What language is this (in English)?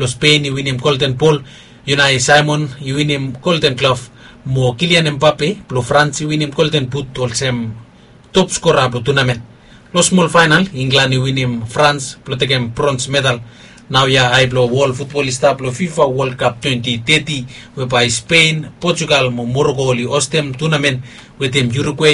Bislama